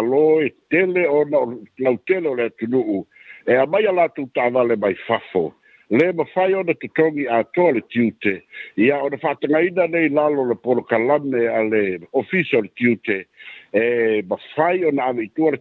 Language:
Samoan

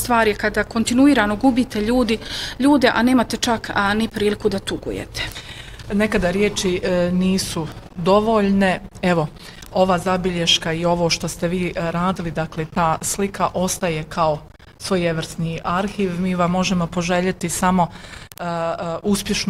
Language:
Bosnian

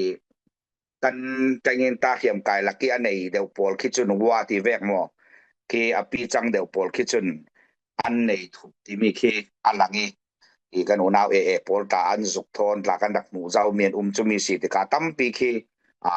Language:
Falam Chin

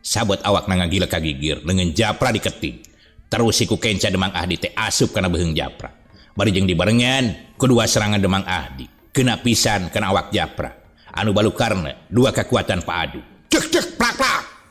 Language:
Sundanese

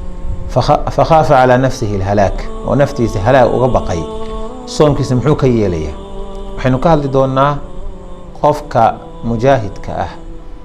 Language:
Somali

